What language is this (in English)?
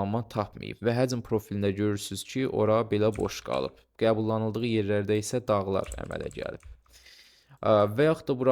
Azerbaijani